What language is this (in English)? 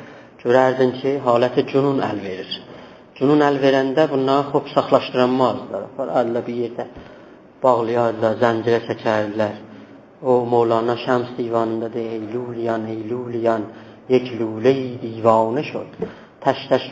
South Azerbaijani